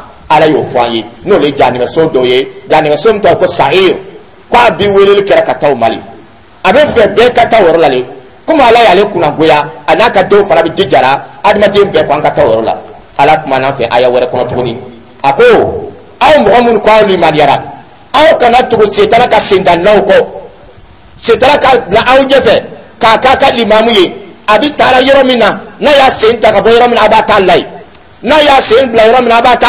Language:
Dyula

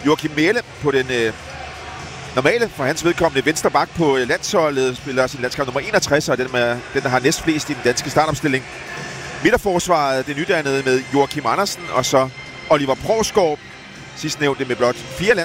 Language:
Danish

